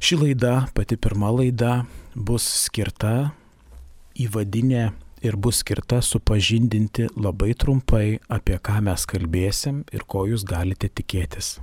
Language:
Lithuanian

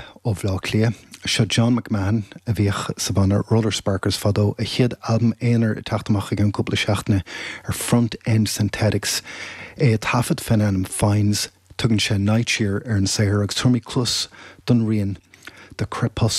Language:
Irish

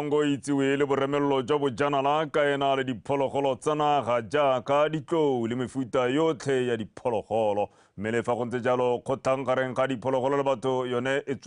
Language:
Tswana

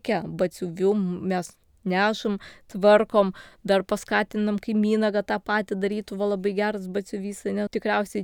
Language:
Lithuanian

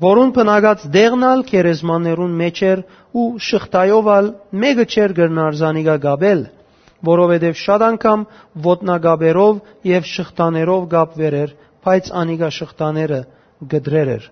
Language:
Western Armenian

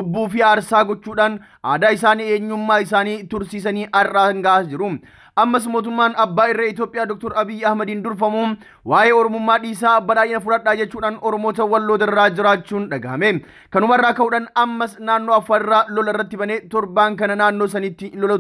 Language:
Oromo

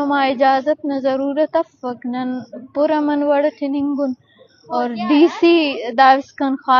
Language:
Eastern Balochi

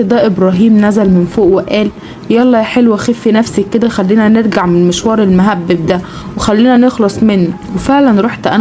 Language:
Egyptian Arabic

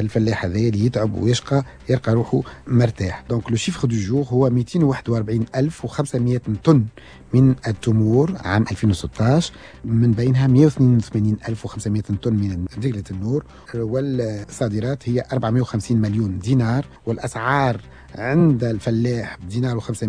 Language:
Tunisian Arabic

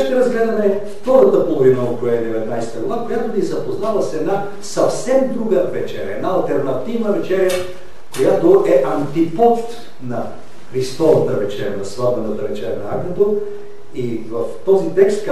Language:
Bulgarian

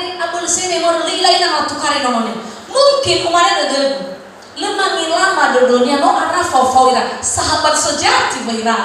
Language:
Nias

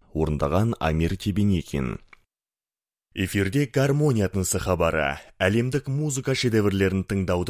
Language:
Kazakh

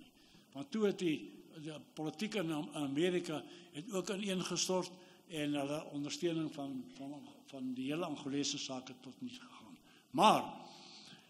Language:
Afrikaans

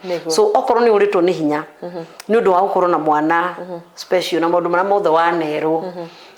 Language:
Kikuyu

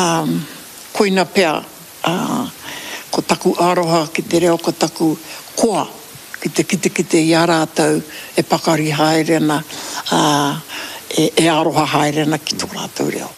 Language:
Māori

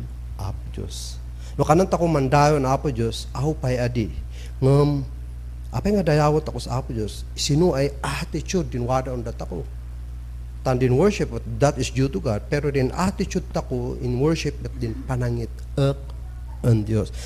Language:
Kankanaey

